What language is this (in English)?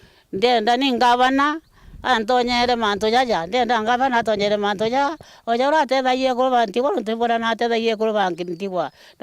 Meru